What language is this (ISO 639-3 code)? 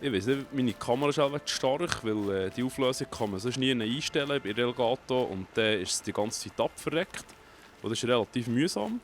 gsw